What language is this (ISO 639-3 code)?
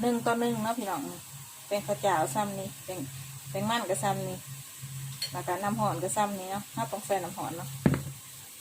lao